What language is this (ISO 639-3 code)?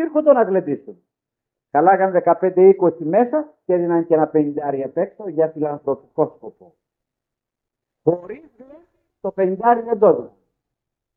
ell